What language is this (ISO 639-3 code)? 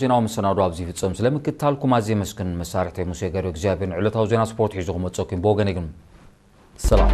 tir